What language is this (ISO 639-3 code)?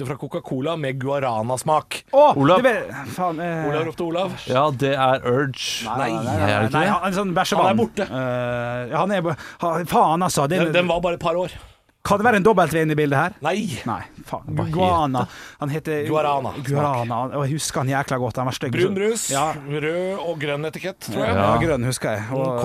nor